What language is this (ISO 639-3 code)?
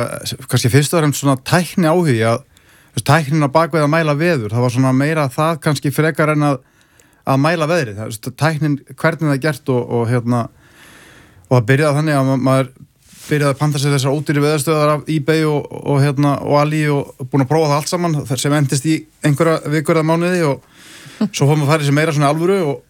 isl